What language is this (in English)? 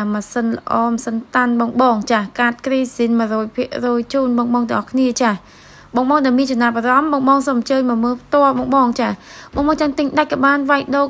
Khmer